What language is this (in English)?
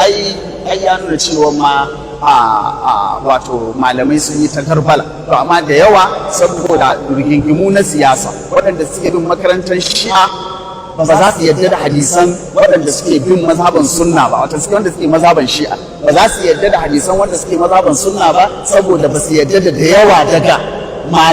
Hausa